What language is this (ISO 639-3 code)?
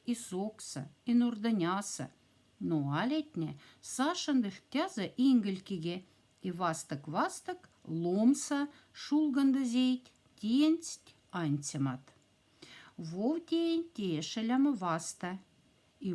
mdf